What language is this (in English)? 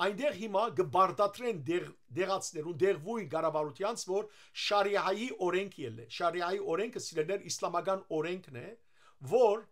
Western Armenian